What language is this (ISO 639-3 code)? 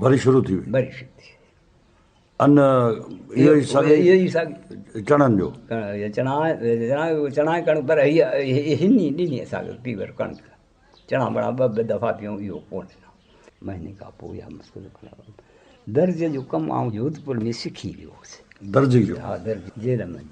snd